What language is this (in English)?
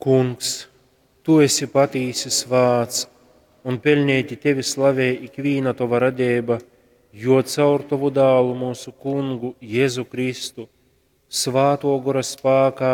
Latgalian